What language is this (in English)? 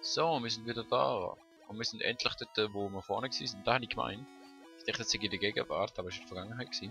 Swiss German